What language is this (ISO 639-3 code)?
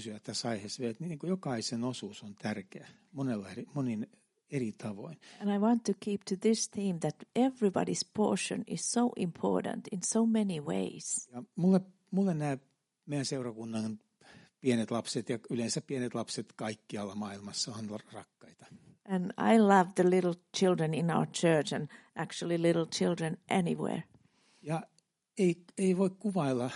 fin